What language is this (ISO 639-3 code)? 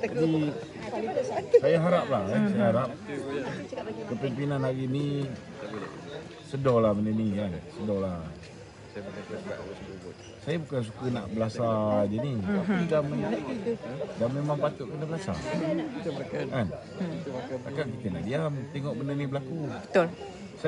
msa